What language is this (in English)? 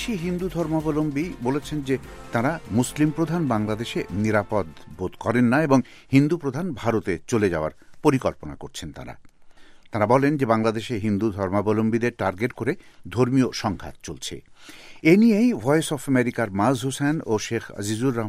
Bangla